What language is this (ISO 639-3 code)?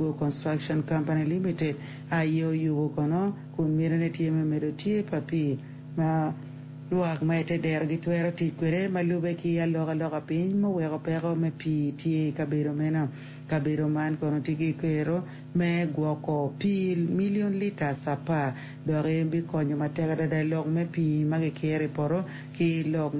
ach